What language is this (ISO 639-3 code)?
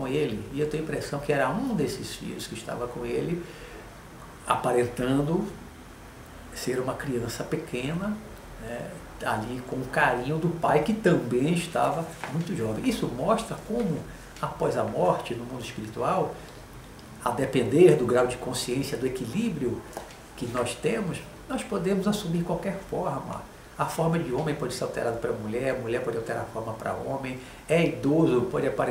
por